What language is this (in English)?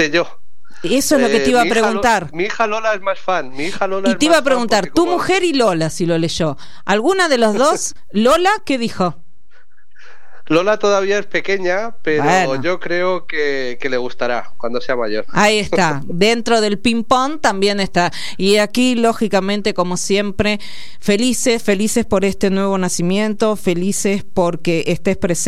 Spanish